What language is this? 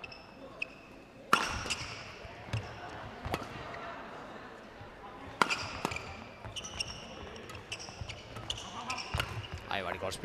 Danish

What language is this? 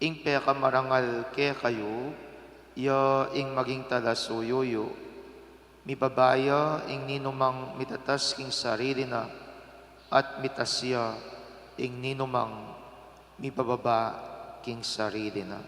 Pampanga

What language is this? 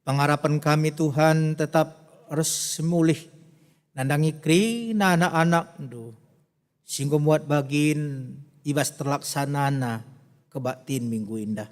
Batak Karo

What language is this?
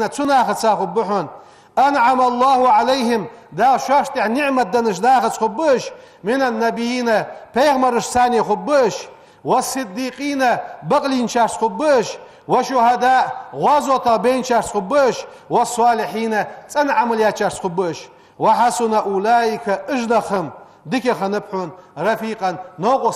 Ingush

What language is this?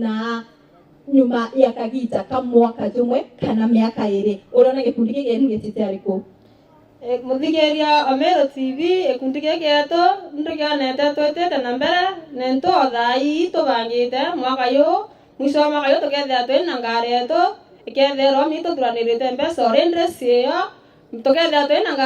Meru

